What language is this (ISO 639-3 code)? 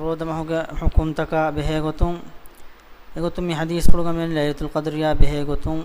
div